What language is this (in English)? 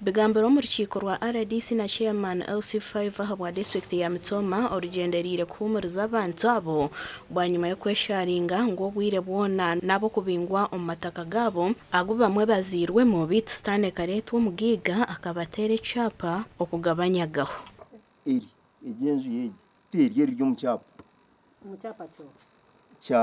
Nyankole